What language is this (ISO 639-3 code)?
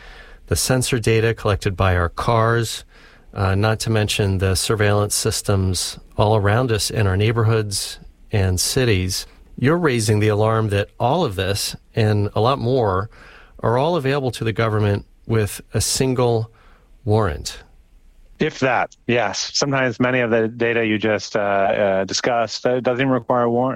eng